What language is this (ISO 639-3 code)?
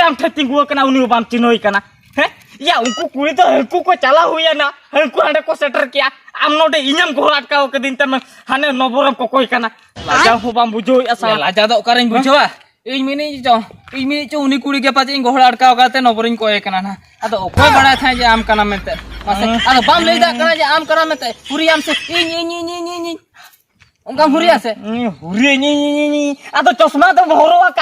sat